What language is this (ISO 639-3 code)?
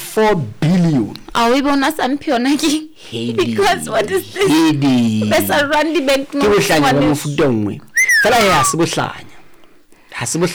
sot